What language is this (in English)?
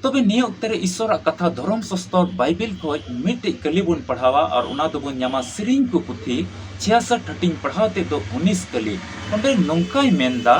Santali